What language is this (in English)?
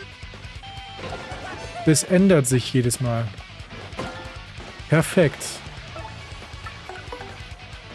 German